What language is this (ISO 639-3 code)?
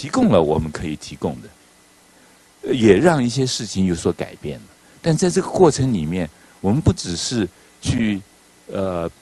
zho